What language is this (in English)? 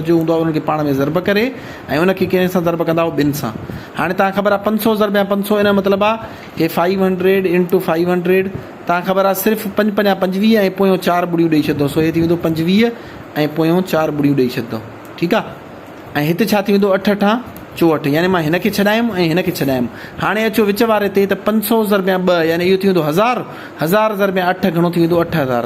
Sindhi